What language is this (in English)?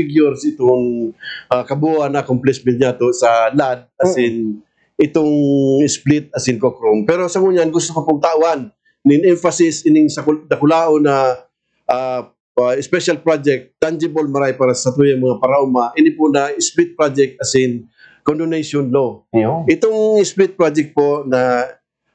Bikol